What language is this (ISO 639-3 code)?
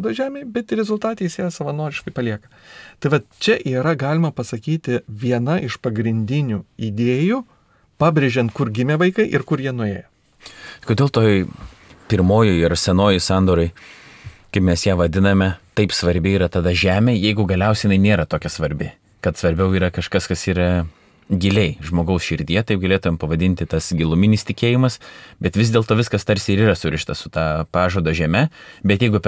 lit